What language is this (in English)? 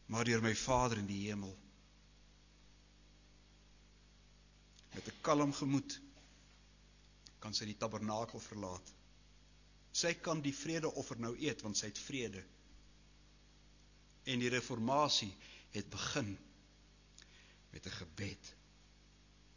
Afrikaans